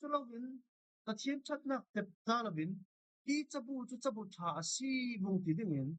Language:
Falam Chin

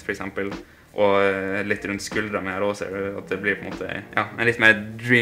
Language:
Norwegian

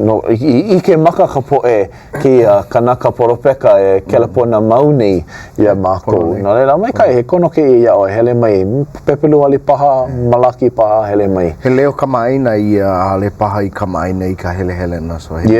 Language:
Hawaiian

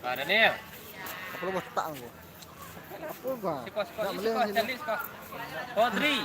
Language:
Minangkabau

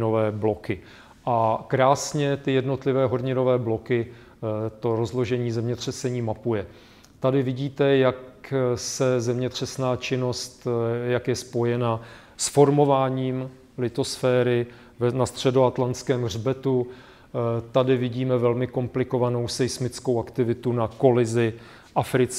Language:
Czech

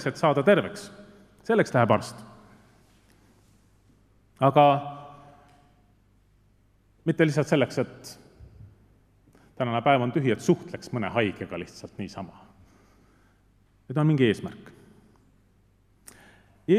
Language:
Estonian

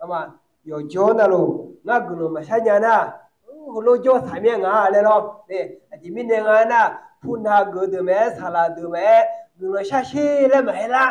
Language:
Akha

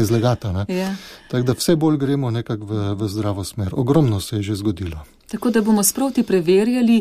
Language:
Slovenian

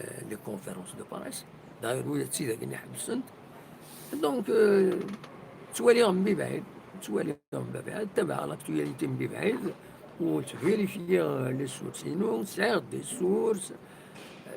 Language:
Kabyle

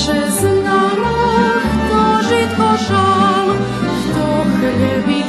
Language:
Rusyn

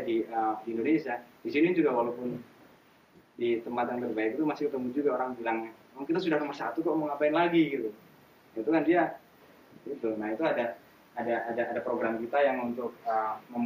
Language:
Indonesian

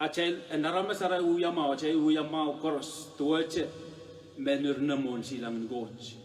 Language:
Pohnpeian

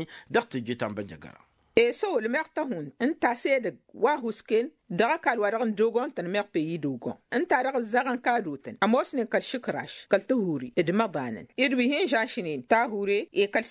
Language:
Tamasheq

